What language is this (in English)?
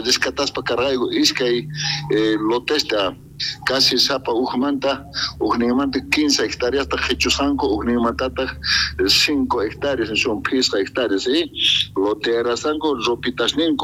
South Bolivian Quechua